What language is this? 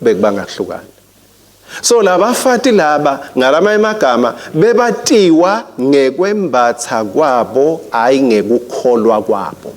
Swati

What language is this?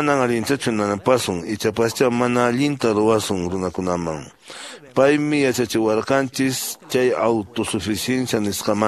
Quechua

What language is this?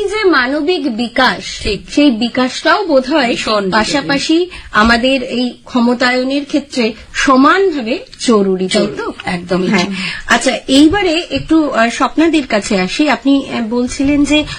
Bangla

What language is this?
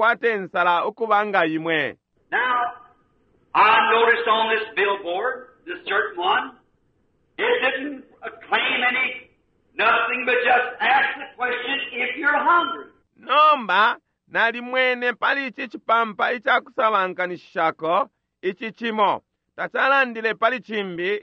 Bemba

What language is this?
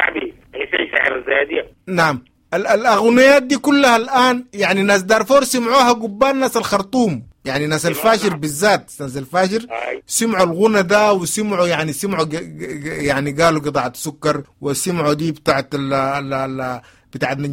Sudanese Arabic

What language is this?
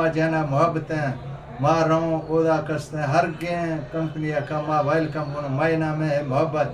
Eastern Balochi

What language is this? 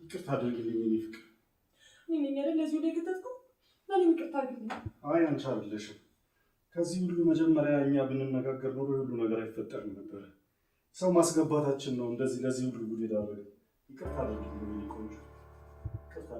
Amharic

